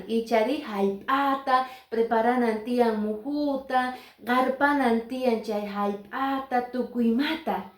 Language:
Quechua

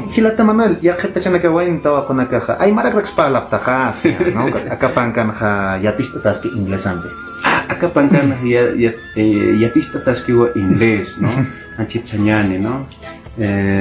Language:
Aymara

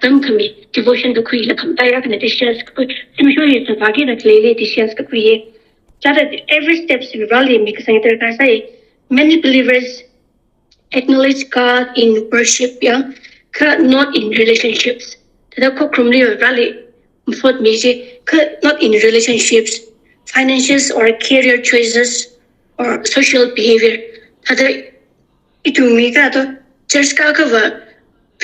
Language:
Tangkhul Naga (India)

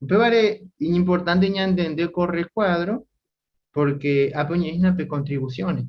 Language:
Guarani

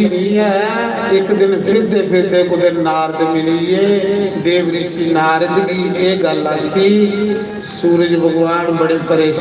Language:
Dogri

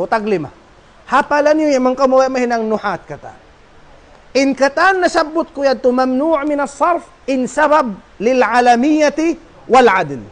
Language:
Tausug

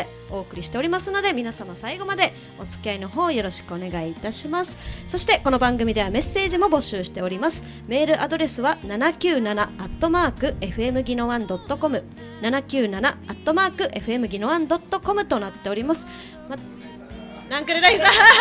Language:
Japanese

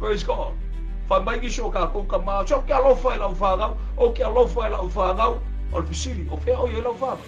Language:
Samoan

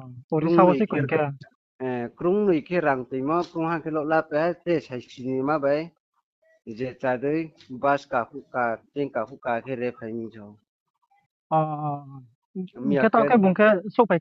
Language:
Riang (India)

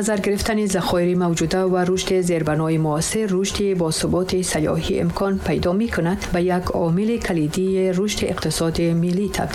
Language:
Tajik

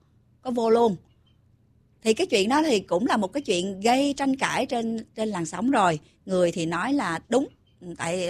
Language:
Vietnamese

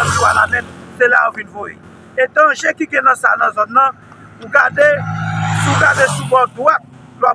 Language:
Haitian Creole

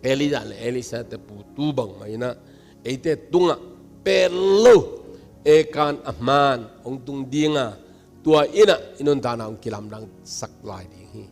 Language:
Tedim Chin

